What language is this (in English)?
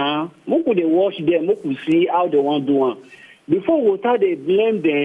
Nigerian Pidgin